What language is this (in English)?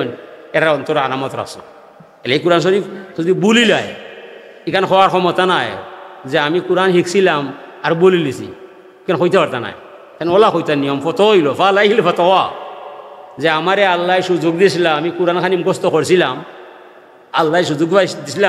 Sylheti